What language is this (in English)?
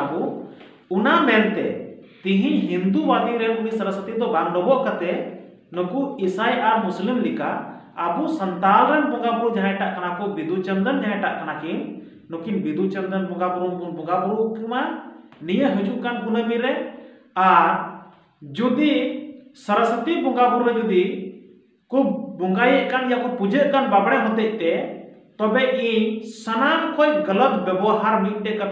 Santali